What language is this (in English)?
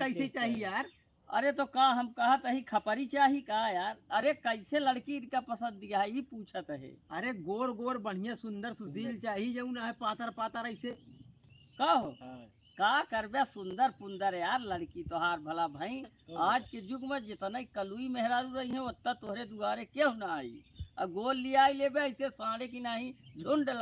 Awadhi